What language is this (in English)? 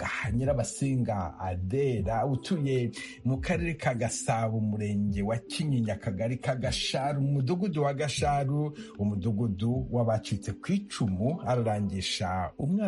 Kinyarwanda